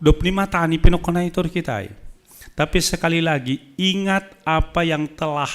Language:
Batak Simalungun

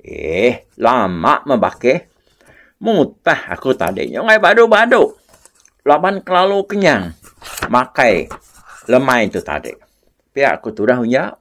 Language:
Iban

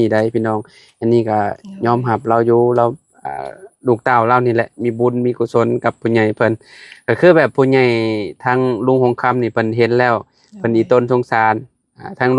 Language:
Lao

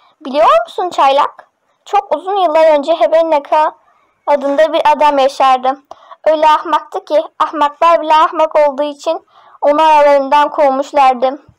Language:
Turkish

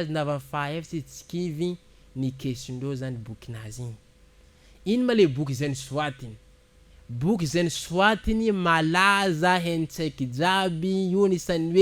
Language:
Malagasy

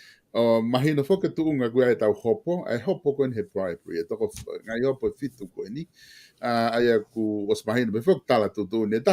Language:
Tongan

